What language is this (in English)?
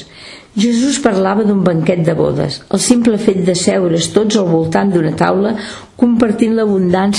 Catalan